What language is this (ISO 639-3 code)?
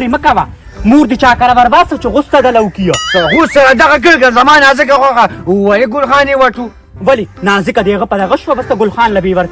pus